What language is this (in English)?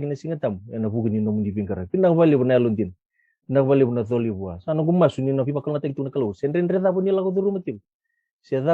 Fijian